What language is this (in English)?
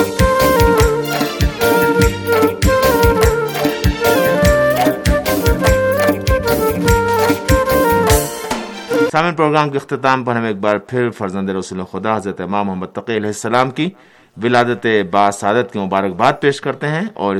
Urdu